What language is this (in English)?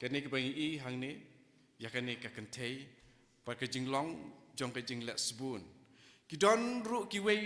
Khasi